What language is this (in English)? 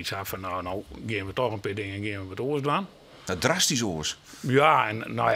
Western Frisian